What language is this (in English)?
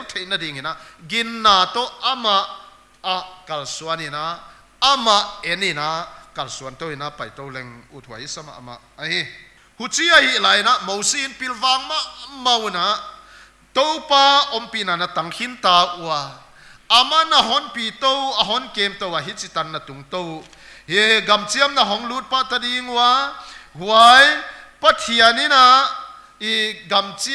Paite Chin